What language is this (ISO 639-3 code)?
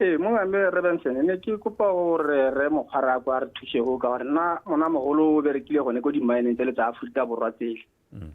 tsn